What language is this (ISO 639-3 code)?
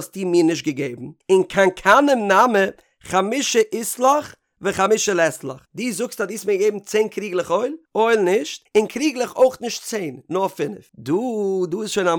yid